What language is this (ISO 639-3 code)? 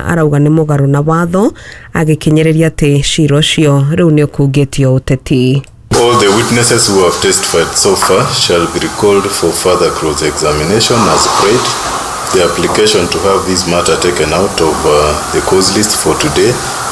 kik